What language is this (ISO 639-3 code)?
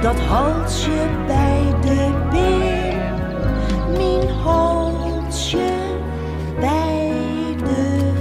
fry